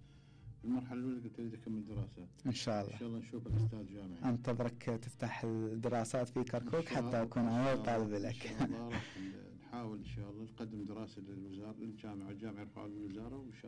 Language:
Mesopotamian Arabic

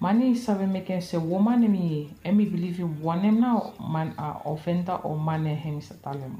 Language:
Bislama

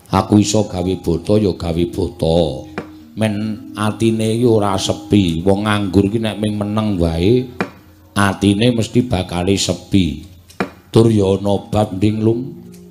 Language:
Javanese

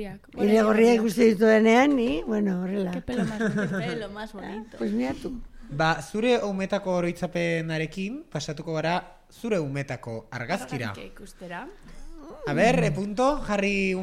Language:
Basque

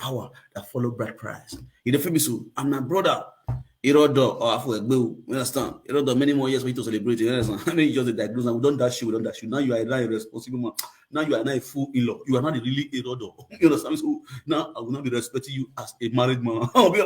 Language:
Nigerian Pidgin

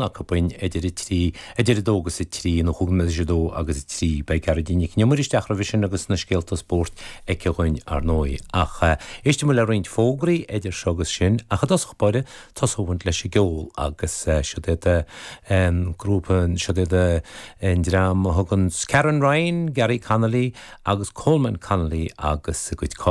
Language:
Irish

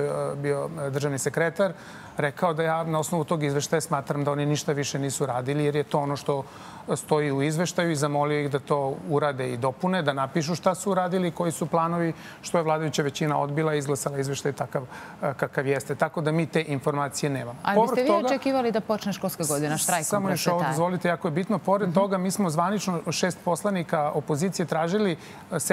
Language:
Serbian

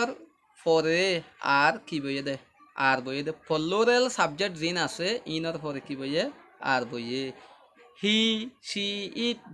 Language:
Rohingya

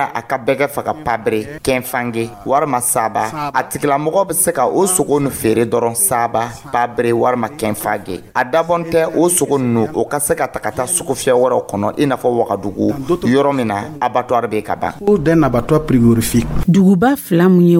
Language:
Dyula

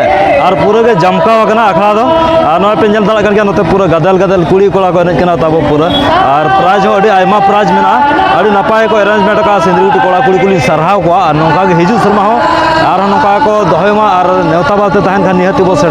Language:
Santali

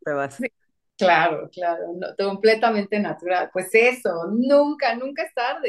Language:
Spanish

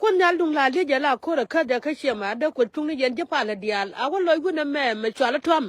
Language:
Nuer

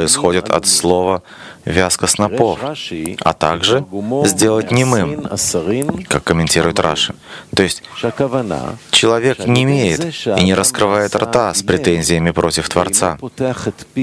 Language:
Russian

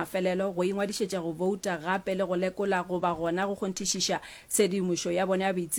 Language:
Northern Sotho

